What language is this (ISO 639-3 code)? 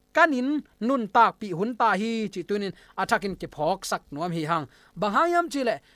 ctd